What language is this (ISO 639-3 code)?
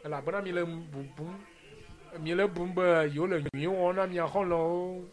ewe